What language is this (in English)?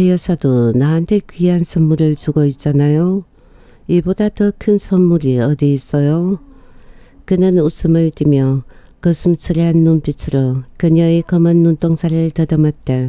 Korean